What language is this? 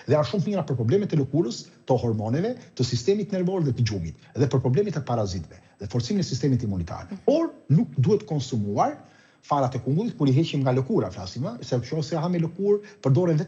Albanian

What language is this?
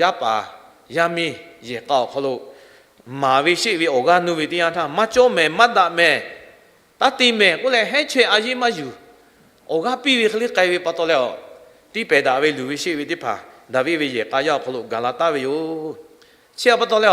Lahu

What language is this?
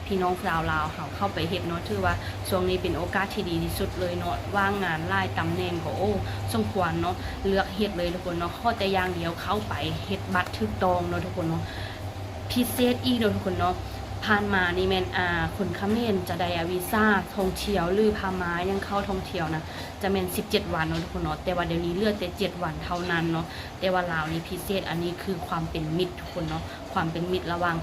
Lao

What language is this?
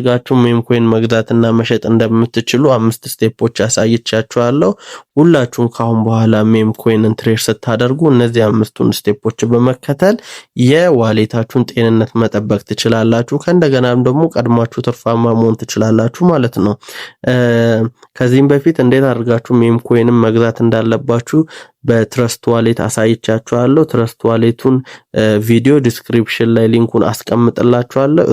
Amharic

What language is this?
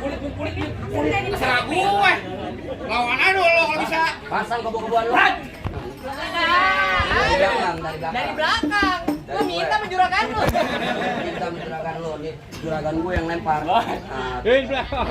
Betawi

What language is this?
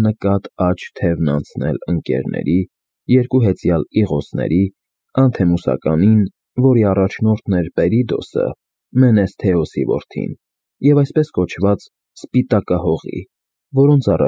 Armenian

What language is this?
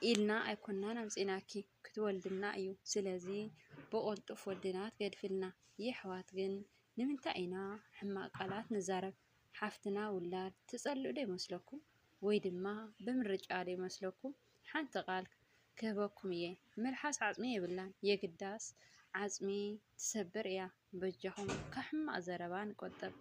Tigrinya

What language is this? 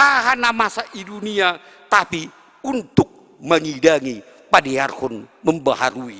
Batak Simalungun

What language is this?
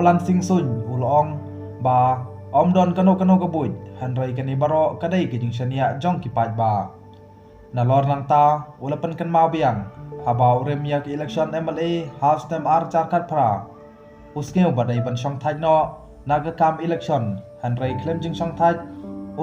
Khasi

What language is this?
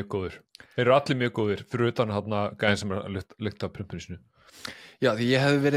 Icelandic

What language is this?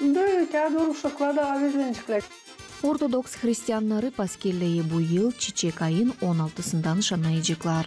Gagauz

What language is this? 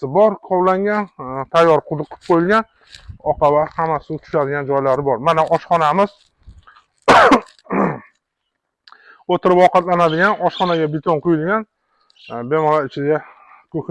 Uzbek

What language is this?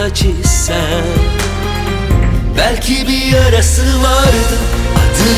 Turkish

